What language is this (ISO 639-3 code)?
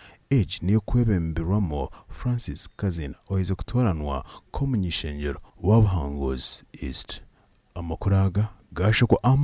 nyn